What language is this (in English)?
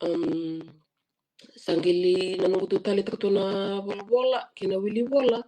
Fijian